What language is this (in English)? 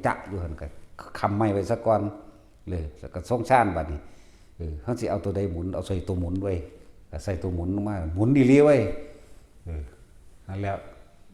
Northeastern Thai